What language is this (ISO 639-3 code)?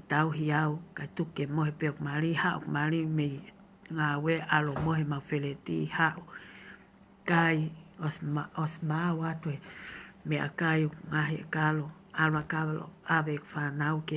ton